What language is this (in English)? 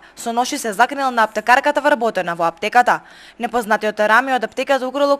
Macedonian